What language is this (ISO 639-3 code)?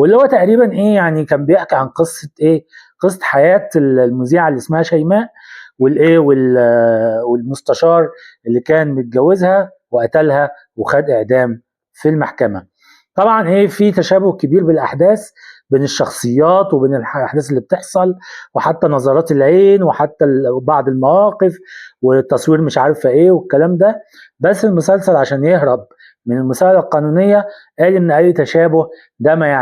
arz